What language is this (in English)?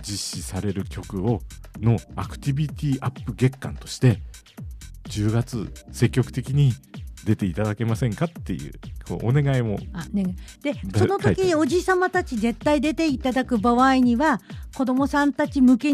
Japanese